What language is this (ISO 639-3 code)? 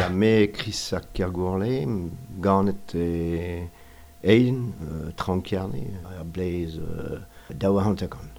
bre